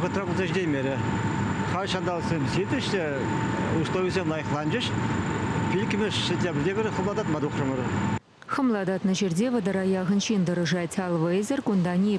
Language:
Chuvash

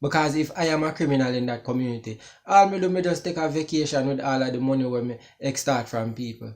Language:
Jamaican Creole English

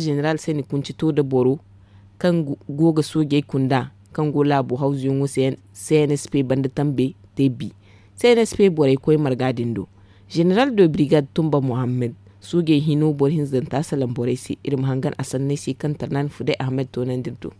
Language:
Zarma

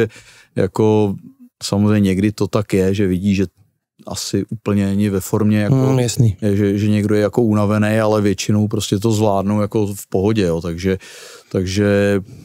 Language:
Czech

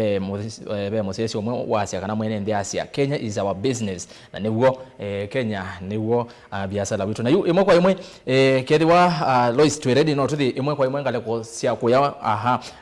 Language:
Kamba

